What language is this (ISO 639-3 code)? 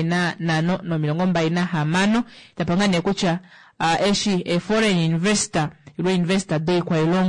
kua